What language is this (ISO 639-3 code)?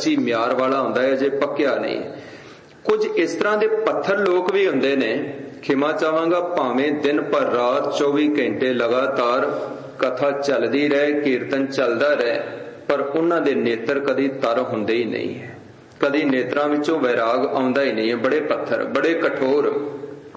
pan